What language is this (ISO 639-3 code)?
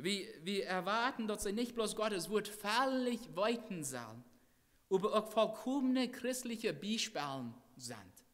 pdt